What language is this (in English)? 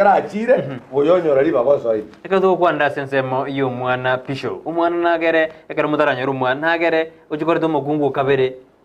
Gusii